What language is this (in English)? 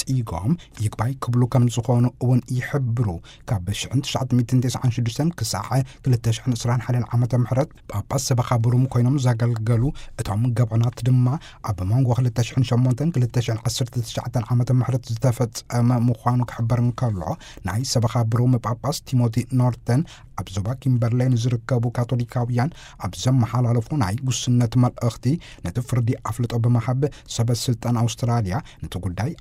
Tigrinya